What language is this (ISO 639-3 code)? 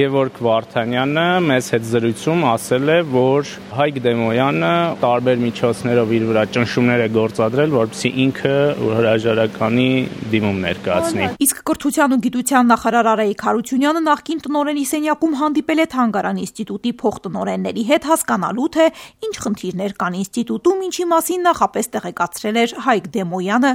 hye